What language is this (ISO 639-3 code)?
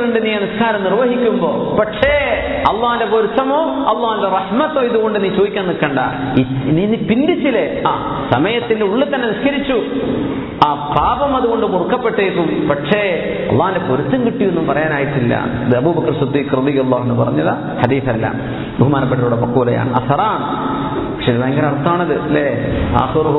mal